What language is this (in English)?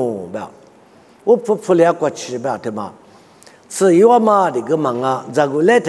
Lisu